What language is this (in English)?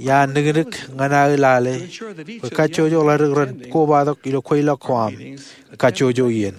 Marshallese